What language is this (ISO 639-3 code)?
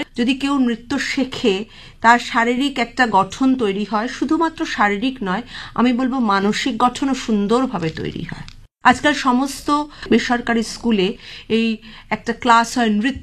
ben